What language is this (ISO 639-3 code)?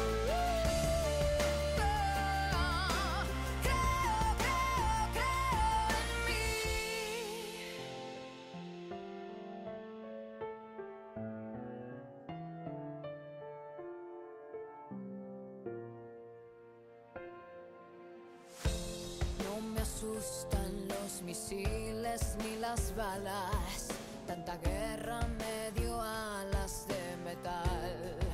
spa